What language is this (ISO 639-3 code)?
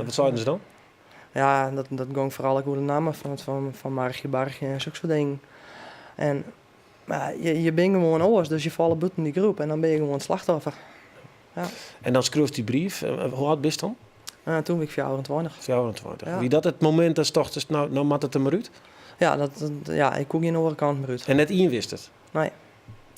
fry